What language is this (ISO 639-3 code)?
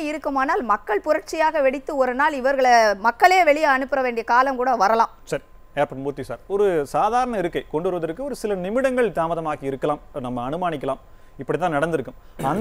tam